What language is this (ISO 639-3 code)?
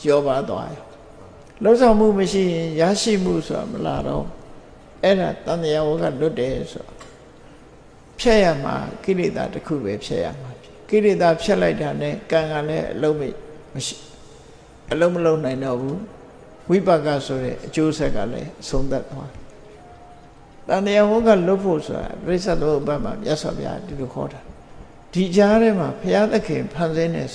mya